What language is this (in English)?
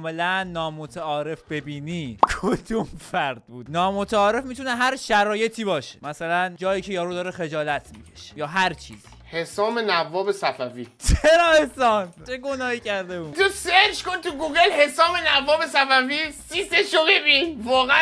Persian